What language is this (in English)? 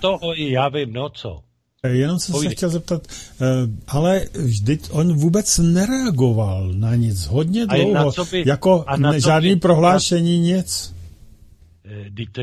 Czech